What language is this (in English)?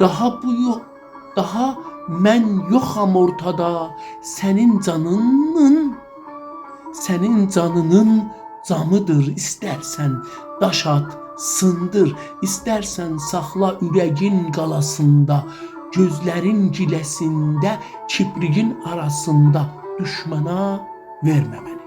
South Azerbaijani